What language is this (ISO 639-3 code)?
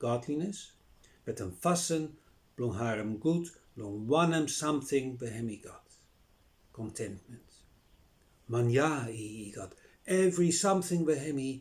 bis